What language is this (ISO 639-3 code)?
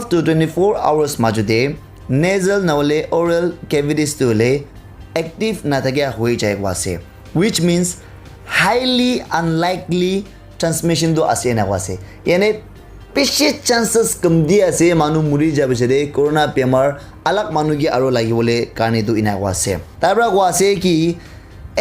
nag